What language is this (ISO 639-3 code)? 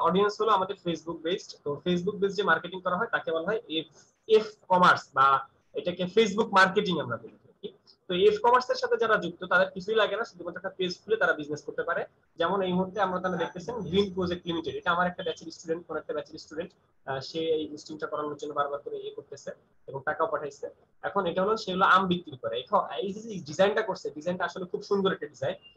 ben